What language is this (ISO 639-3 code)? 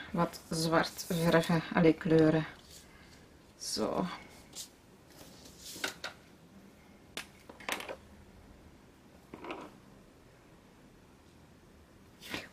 nld